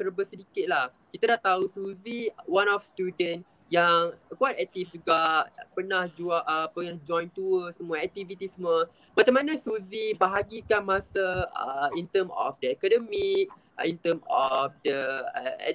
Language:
Malay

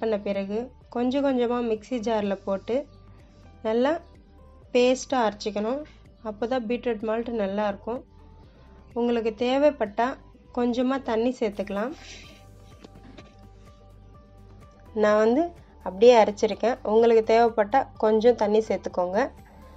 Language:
Tamil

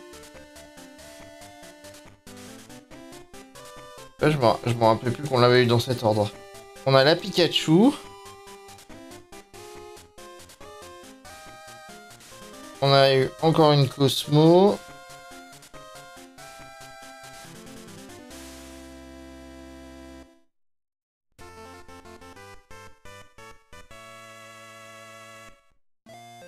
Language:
French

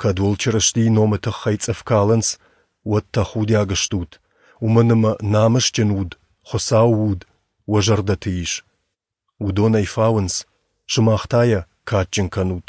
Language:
Ossetic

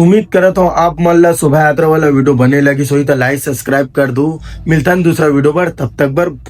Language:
Chhattisgarhi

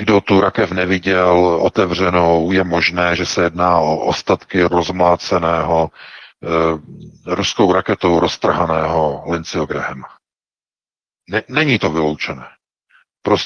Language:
Czech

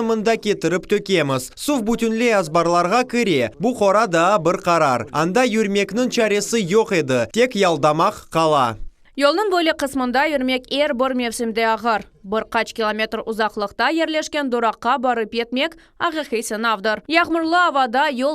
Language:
Crimean Tatar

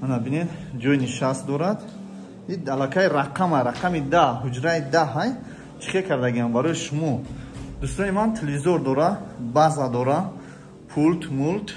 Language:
Tajik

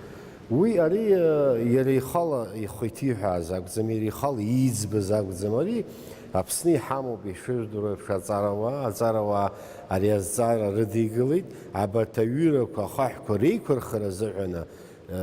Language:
Abkhazian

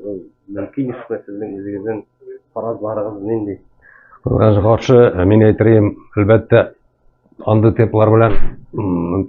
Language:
Tatar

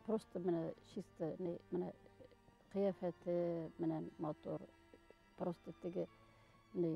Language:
Bashkir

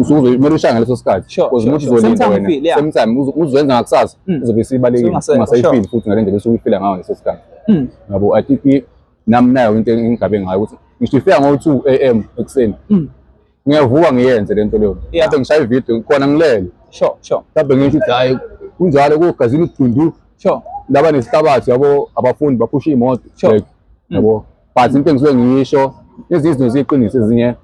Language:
Zulu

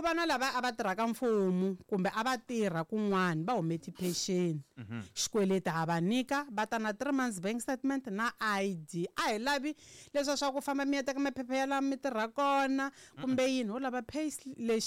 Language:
Tsonga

